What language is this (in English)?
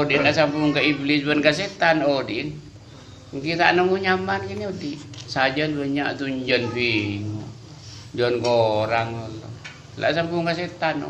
Madurese